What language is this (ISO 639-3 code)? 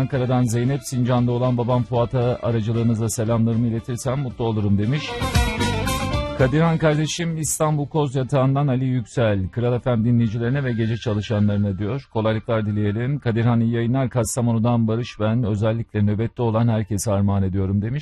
tur